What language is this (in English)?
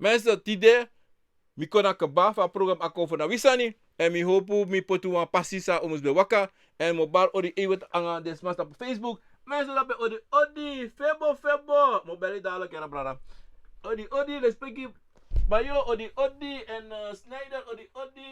Sranan Tongo